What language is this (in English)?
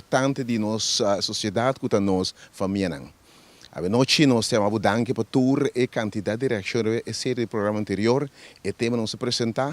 Papiamento